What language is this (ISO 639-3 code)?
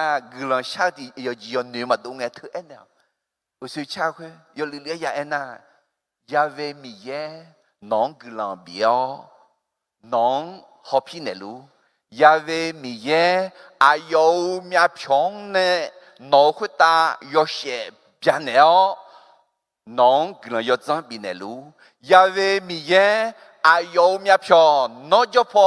ahk